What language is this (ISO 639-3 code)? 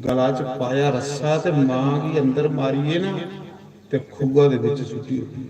doi